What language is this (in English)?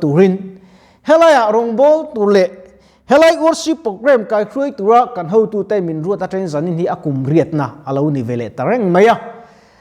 Mizo